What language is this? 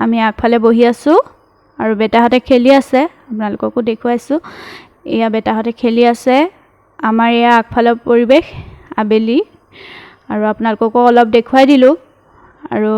Assamese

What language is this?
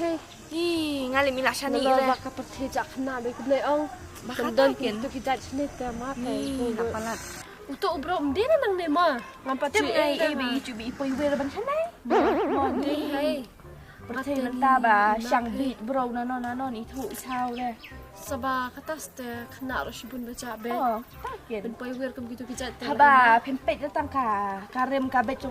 Khasi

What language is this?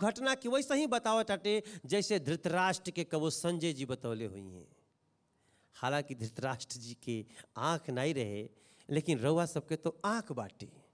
Bhojpuri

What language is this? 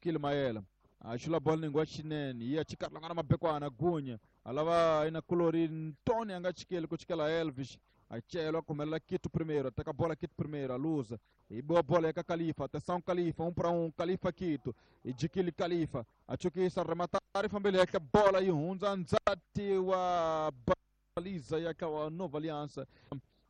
Tsonga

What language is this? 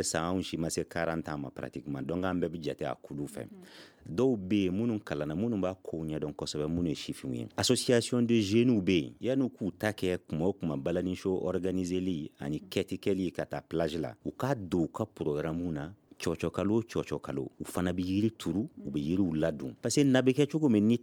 Bambara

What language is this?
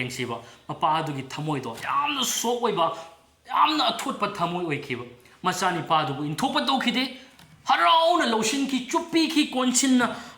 Manipuri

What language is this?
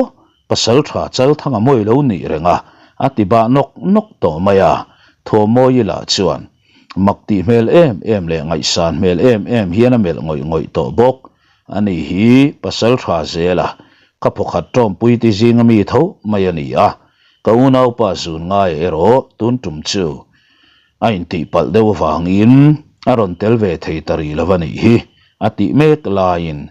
Mizo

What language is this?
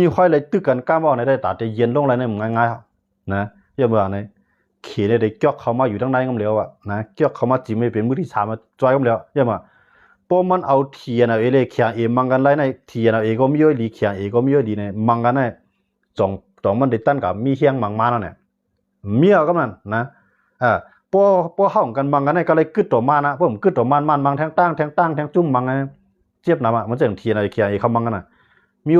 Shan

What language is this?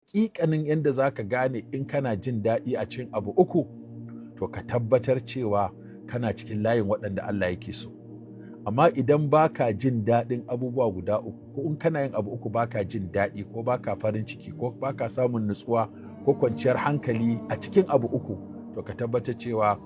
Hausa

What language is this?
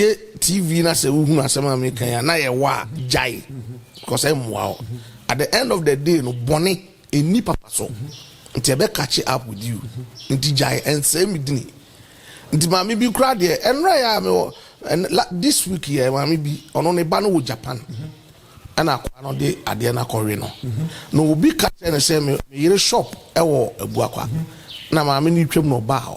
Akan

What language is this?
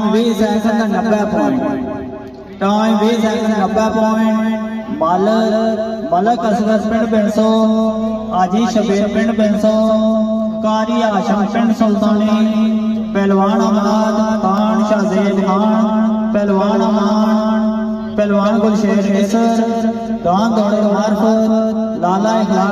Pahari-Potwari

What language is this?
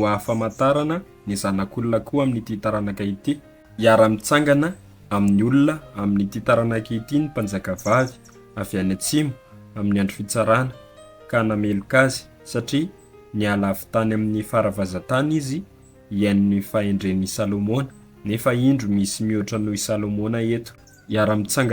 Malagasy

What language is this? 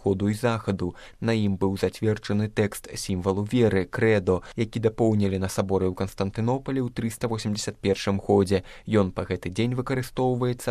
Belarusian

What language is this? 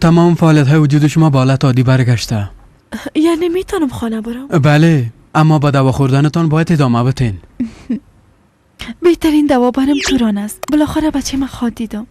Persian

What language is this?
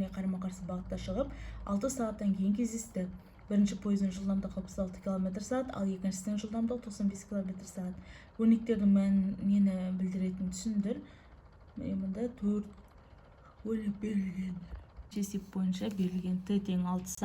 Kazakh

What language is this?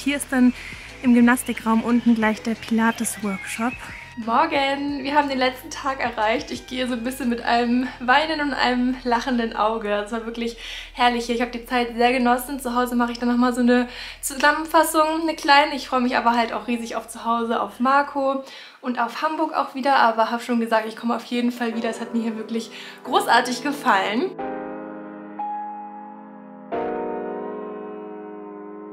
German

